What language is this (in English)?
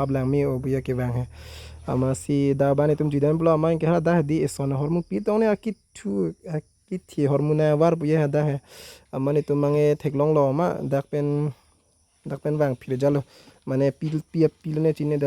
Karbi